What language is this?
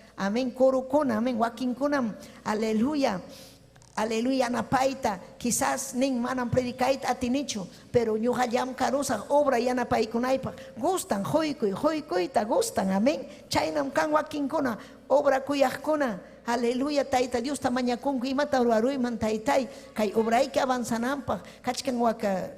Ayacucho Quechua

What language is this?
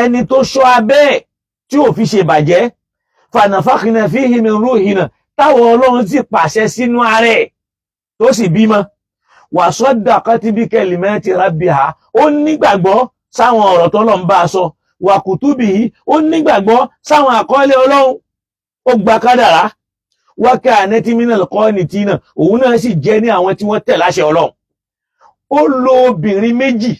Yoruba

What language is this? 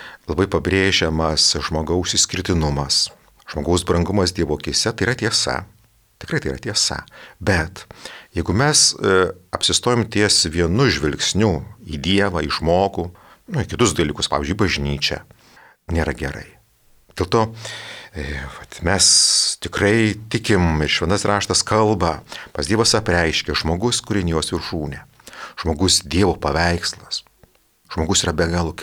Lithuanian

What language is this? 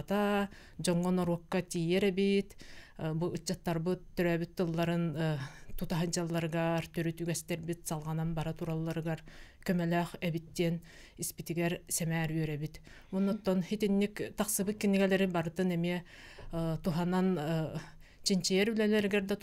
Yakut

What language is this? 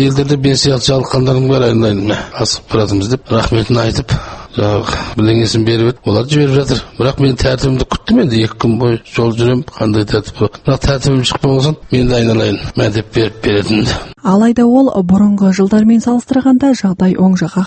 Kazakh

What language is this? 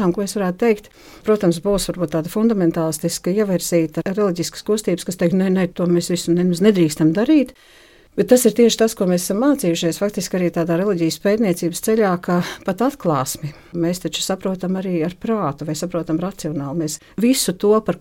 Latvian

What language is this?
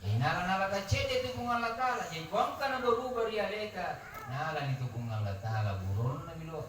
Buginese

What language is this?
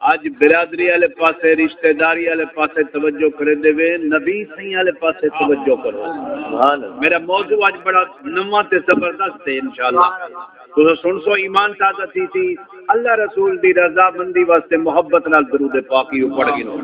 Saraiki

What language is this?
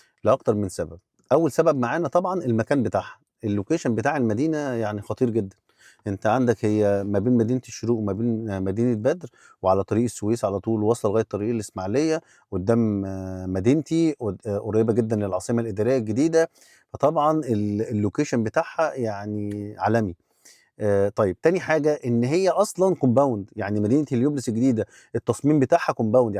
Egyptian Arabic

